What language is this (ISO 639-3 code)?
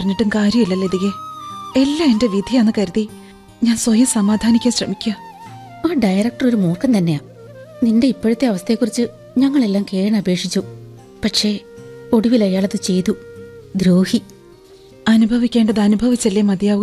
mal